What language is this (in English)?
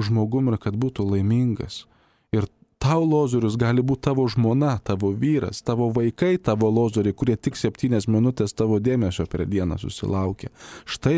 Lithuanian